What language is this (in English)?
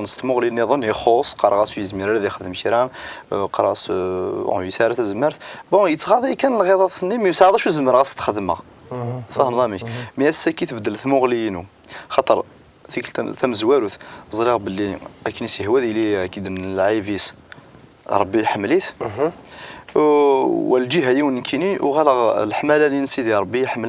Kabyle